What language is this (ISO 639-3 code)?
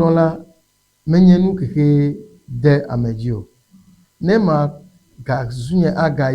ewe